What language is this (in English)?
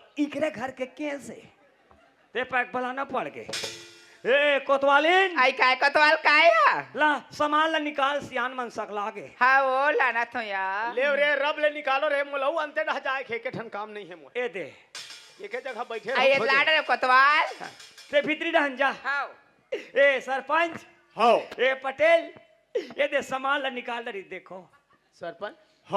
Chhattisgarhi